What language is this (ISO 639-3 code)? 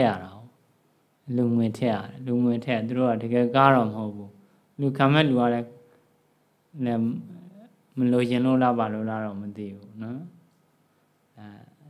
mya